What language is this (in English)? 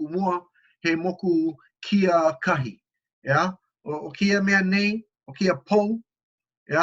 Hawaiian